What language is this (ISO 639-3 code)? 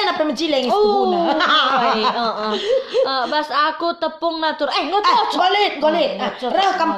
btx